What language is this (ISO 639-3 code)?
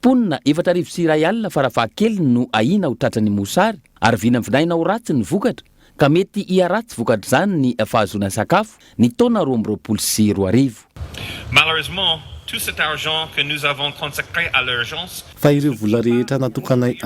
mlg